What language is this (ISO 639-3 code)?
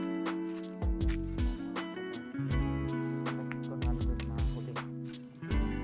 fil